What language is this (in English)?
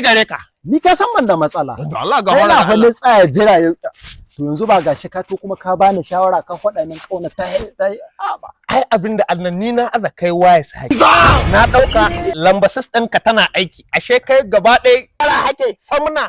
Hausa